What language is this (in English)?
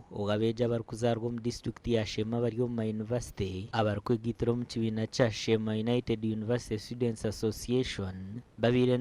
Nyankole